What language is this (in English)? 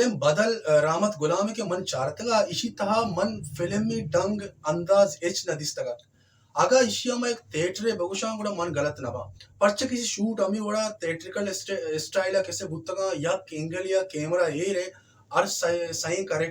Baluchi